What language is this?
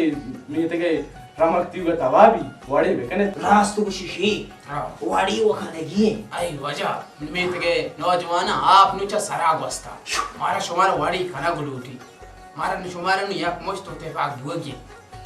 Baluchi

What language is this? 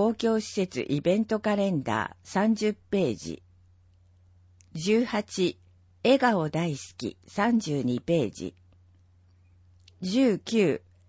Japanese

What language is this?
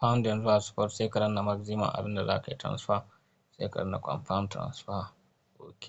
Hausa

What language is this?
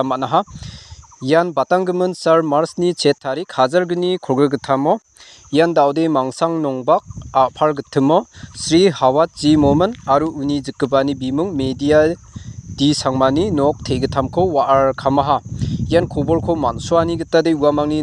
Garo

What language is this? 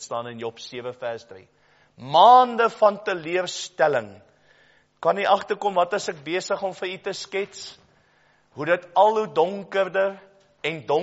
Afrikaans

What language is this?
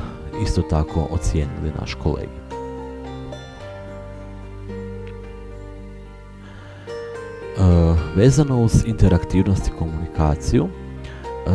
Croatian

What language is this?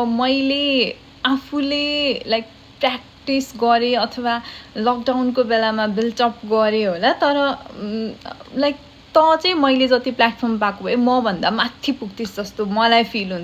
Nepali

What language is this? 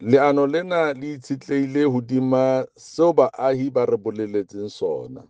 Southern Sotho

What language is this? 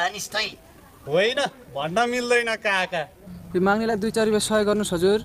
Nepali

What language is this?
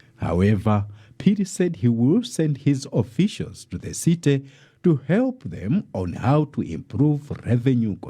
English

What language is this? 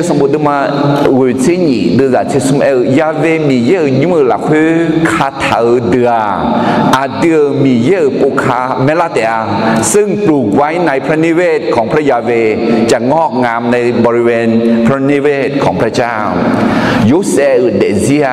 Akha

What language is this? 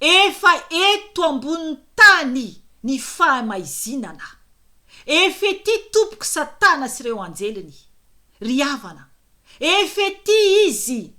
Malagasy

